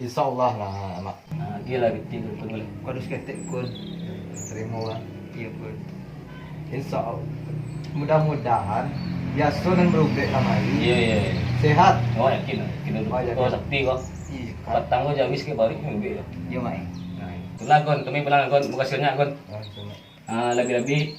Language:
Minangkabau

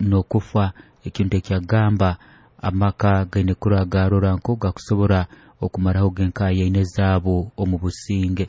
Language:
Nyoro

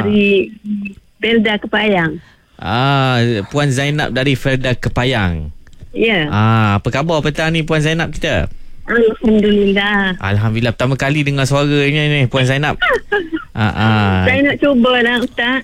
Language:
Malay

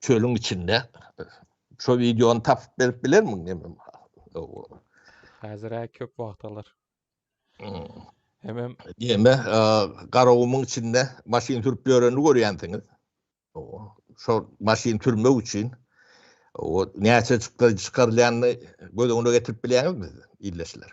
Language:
Turkmen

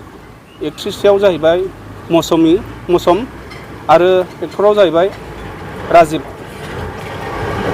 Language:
Bodo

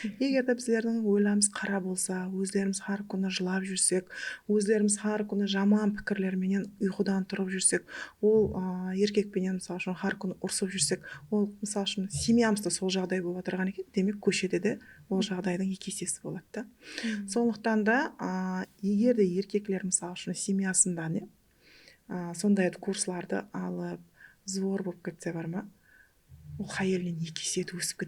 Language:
Kara-Kalpak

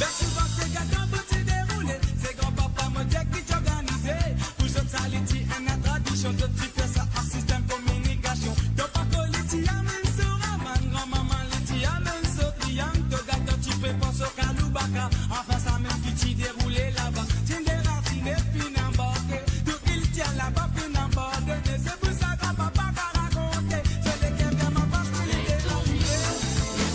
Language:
Morisyen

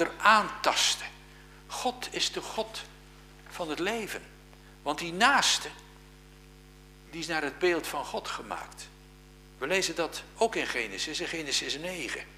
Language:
Dutch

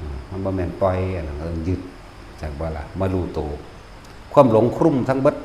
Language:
Northeastern Thai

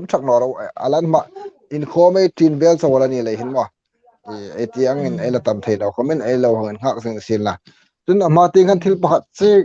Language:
Hmar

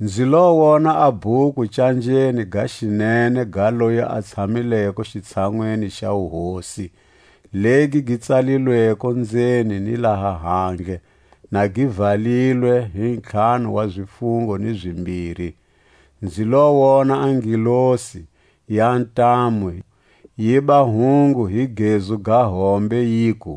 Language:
Tswa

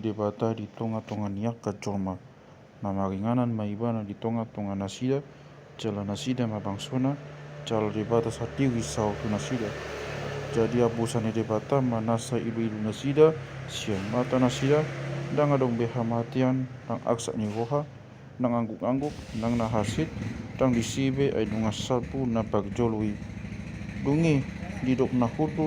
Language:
Batak Toba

